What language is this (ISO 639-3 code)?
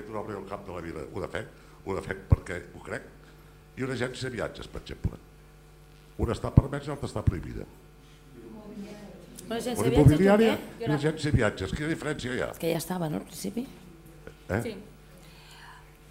cat